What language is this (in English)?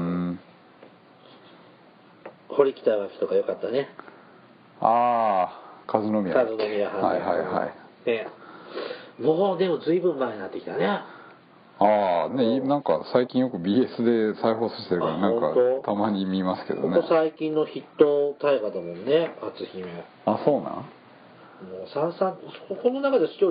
Japanese